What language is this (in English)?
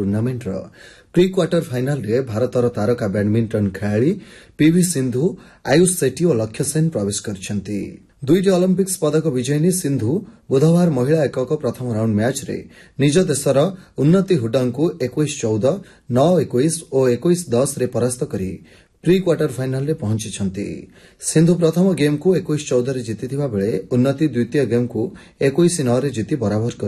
Odia